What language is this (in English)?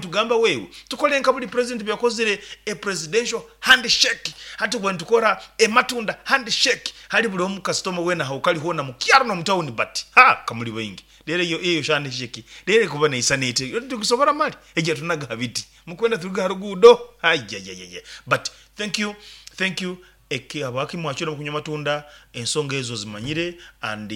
Nyankole